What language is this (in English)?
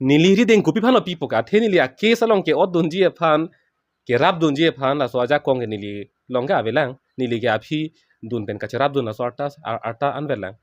Karbi